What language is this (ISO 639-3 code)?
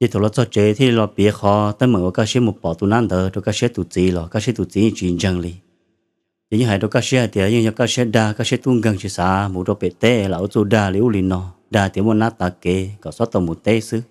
hmn